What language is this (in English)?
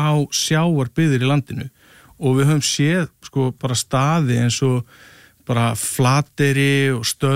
Icelandic